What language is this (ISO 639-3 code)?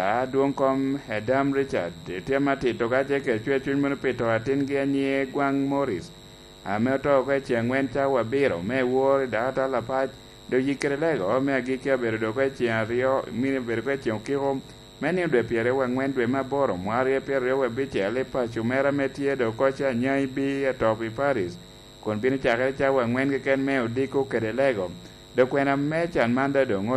laj